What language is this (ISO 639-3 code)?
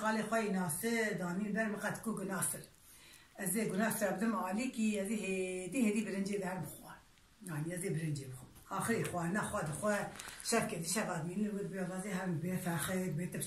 kur